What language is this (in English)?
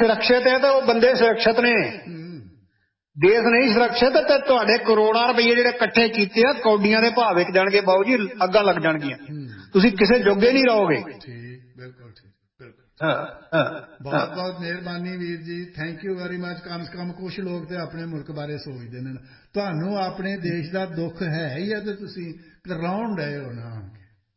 Punjabi